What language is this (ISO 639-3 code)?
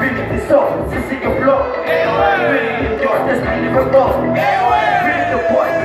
swa